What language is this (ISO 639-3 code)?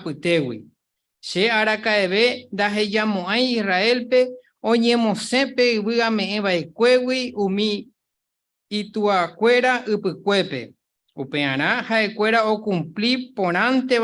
grn